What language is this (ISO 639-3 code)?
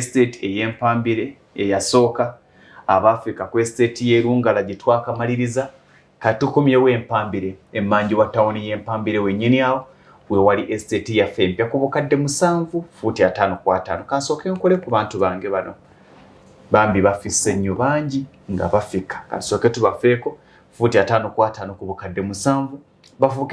lug